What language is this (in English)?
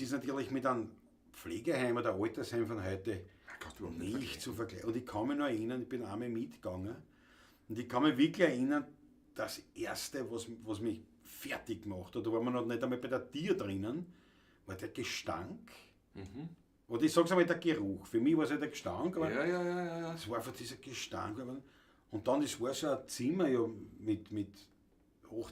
Bavarian